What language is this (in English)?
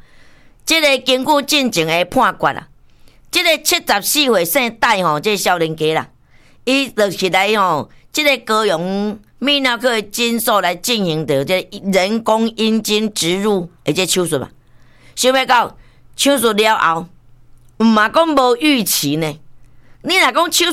Min Nan Chinese